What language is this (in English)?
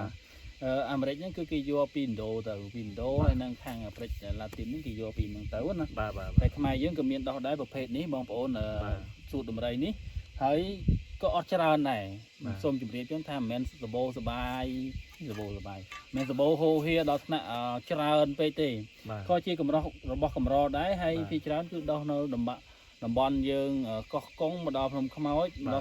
Khmer